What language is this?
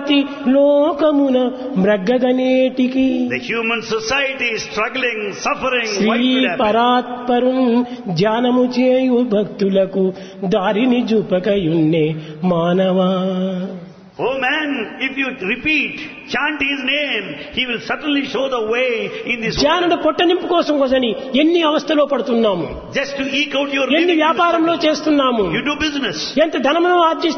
Telugu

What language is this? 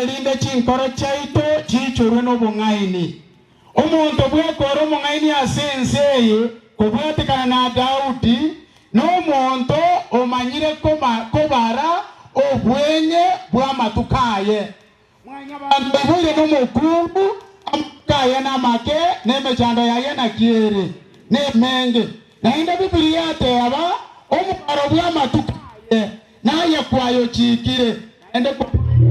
Gusii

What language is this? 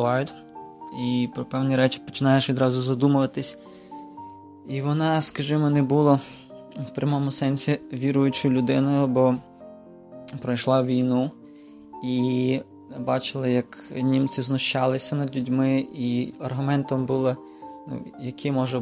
Ukrainian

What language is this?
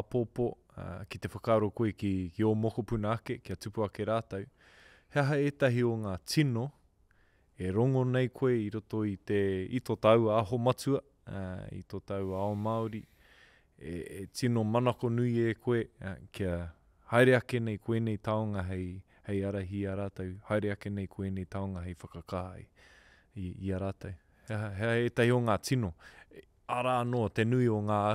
Māori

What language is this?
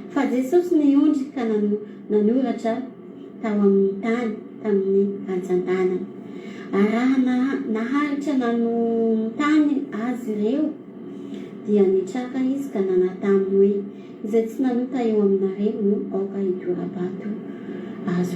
Malagasy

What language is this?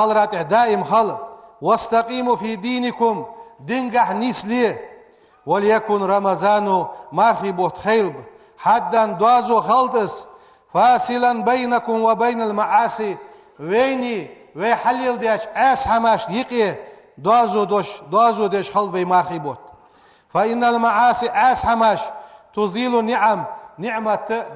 Ingush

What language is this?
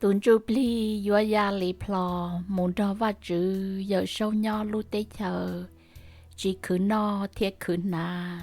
Hmong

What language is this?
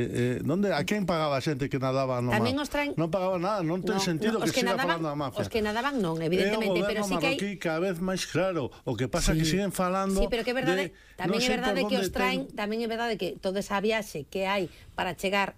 Galician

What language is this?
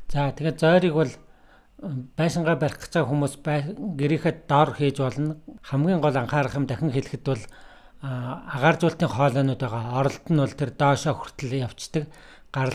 Mongolian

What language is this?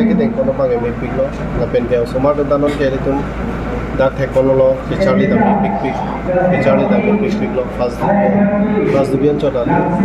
Karbi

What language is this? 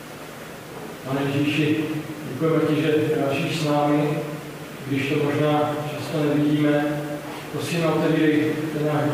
Czech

